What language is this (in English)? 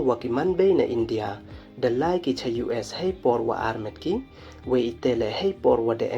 Pnar